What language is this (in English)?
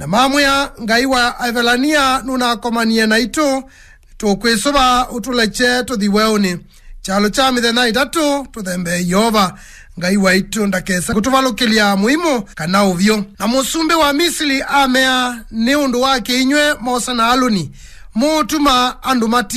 Kamba